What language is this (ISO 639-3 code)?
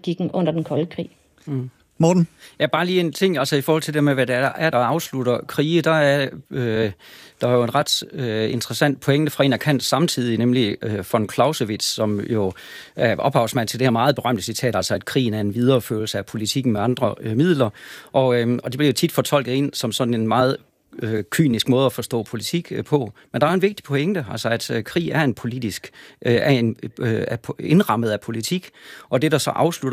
dan